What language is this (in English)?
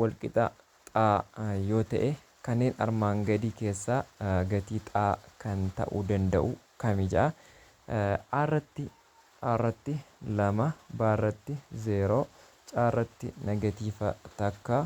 Oromo